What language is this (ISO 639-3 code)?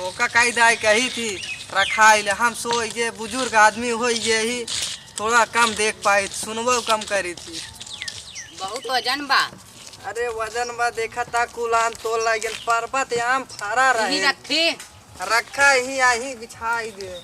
awa